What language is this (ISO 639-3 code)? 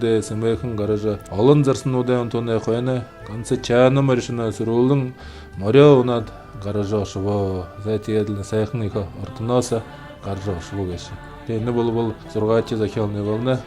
bua